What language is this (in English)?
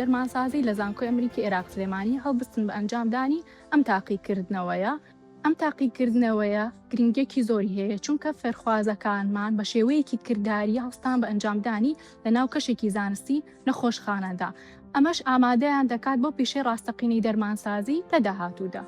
Central Kurdish